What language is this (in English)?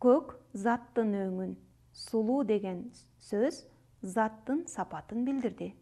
Kyrgyz